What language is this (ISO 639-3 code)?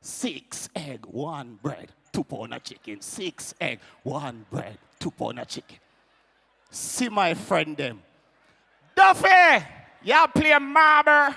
jam